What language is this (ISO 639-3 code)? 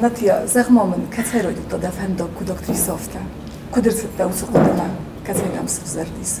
oss